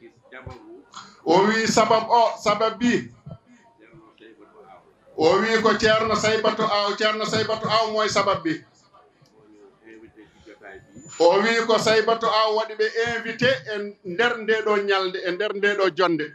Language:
Fula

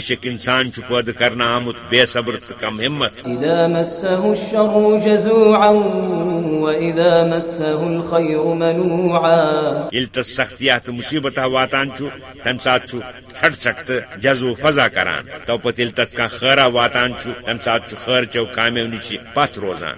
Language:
Kashmiri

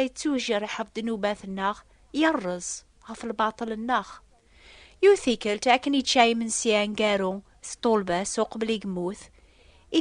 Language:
Kabyle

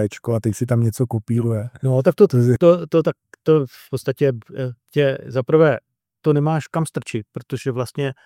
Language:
Czech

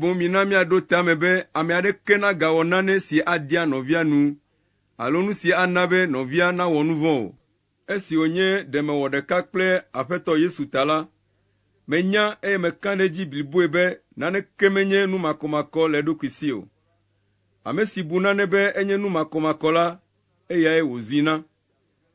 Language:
Ewe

